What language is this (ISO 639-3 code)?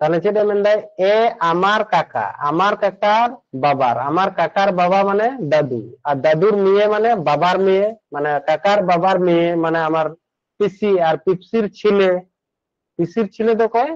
sat